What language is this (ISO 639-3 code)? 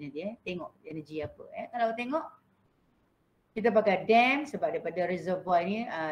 msa